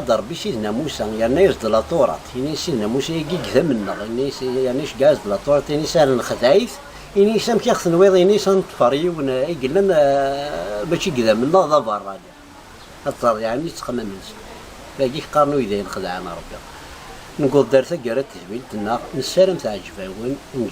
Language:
Kabyle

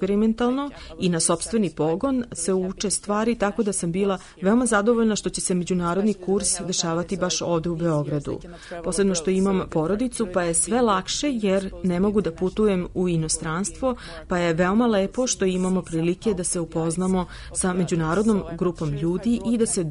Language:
Serbian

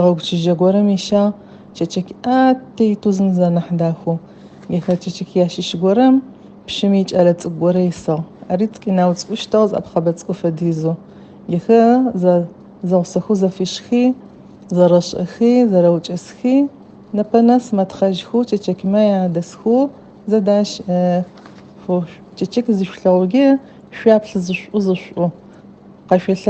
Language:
Adyghe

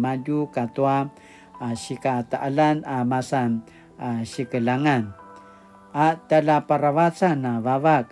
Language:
Paiwan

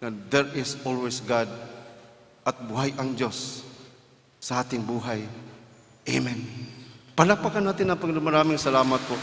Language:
Pampanga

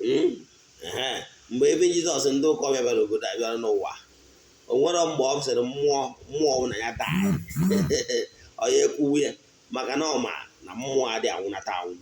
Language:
Igbo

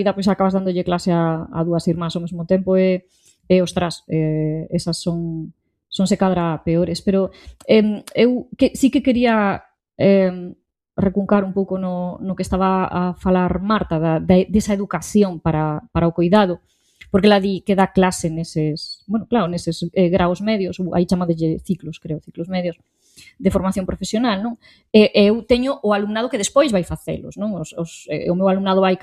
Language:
Galician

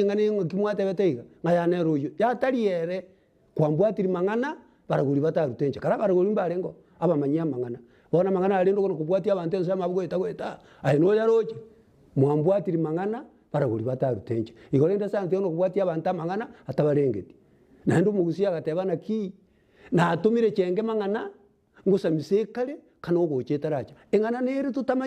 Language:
Gusii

